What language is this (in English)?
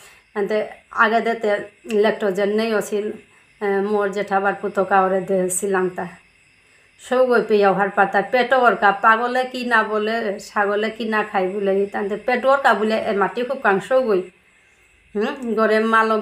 Bishnupriya